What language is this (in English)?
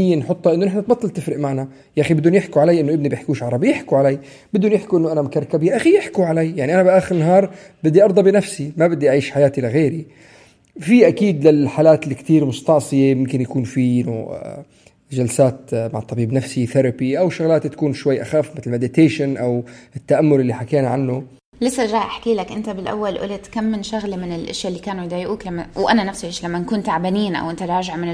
North Levantine Arabic